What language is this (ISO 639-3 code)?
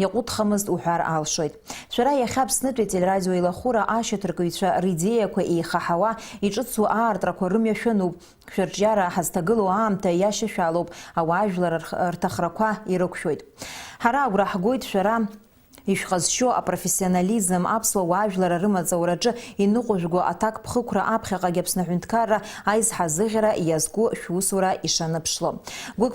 abk